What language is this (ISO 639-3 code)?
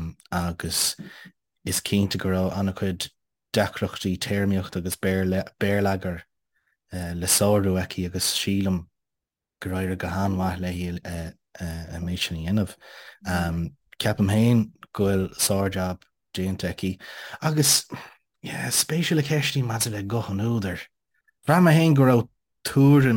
gle